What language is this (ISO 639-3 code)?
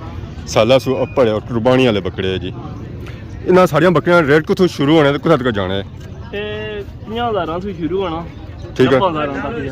phr